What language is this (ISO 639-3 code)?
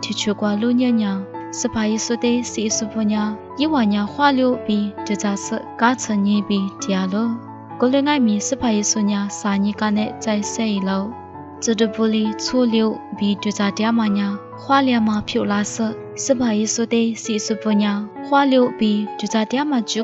lis